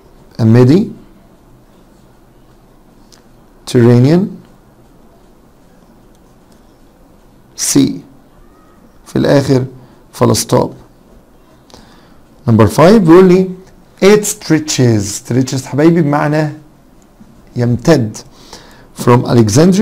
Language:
Egyptian Arabic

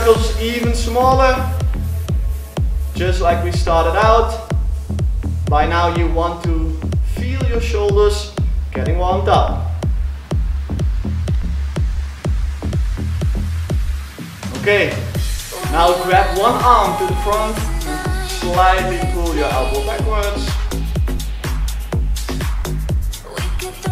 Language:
English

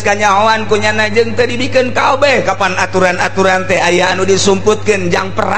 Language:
Sundanese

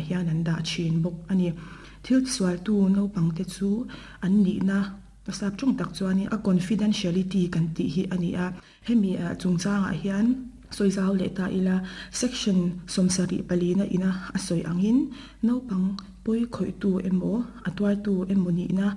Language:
Mizo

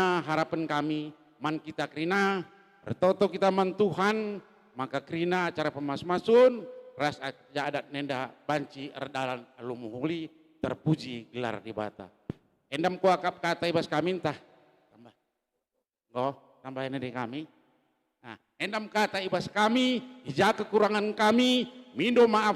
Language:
Batak Karo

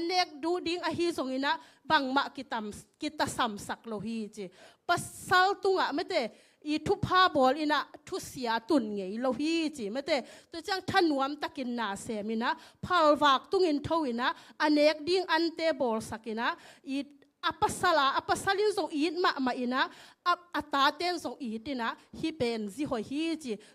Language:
Tedim Chin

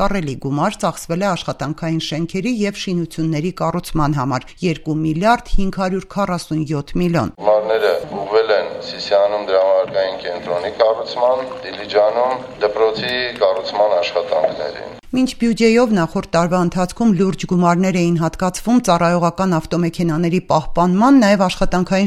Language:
Armenian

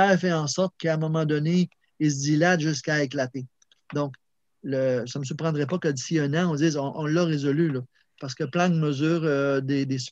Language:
French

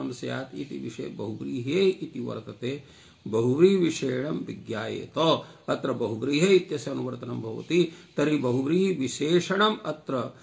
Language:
Sanskrit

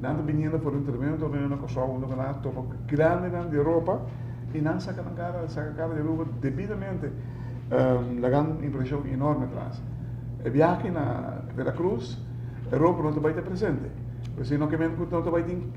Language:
Papiamento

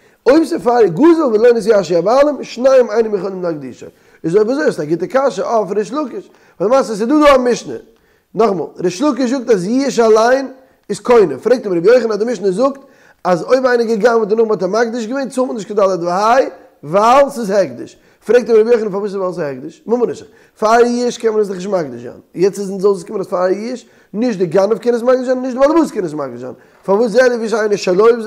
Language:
Yiddish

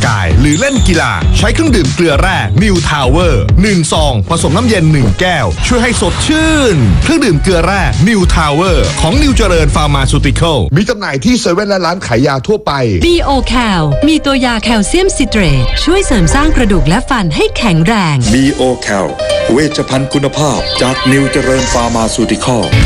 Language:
Thai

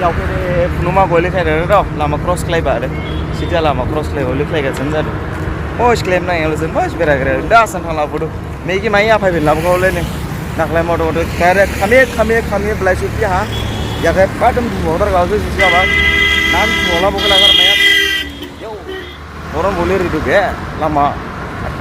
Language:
Dimasa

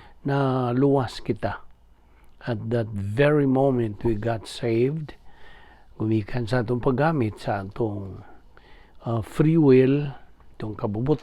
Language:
Cebuano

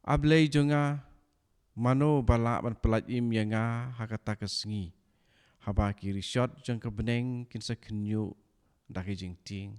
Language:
Khasi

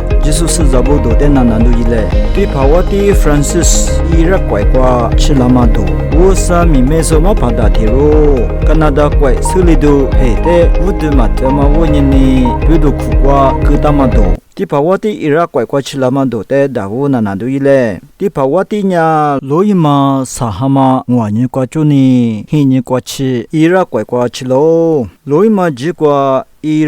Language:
Lisu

